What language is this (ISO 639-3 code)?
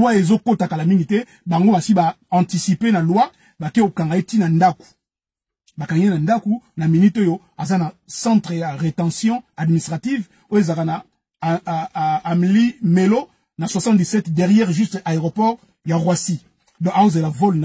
lin